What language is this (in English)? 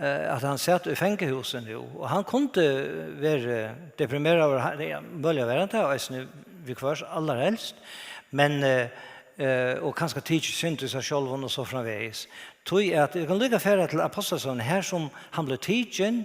Faroese